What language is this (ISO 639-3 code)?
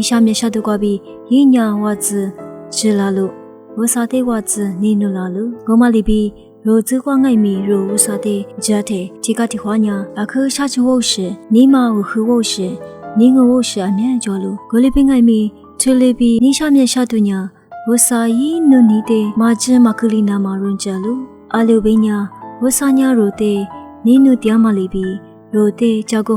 lis